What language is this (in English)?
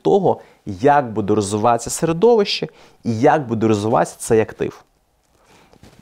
Ukrainian